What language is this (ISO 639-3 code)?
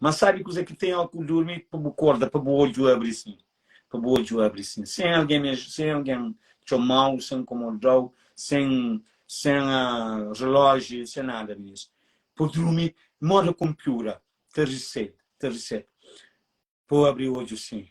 kea